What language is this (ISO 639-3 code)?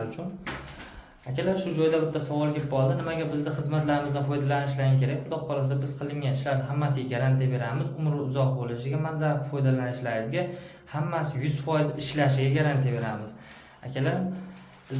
uzb